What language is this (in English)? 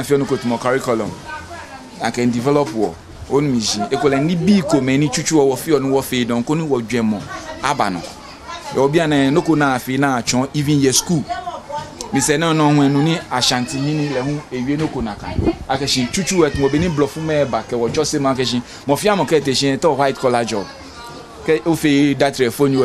Ga